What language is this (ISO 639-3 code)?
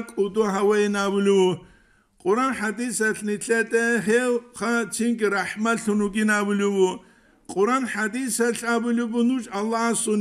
ava